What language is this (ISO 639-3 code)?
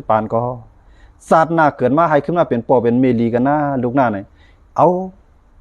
shn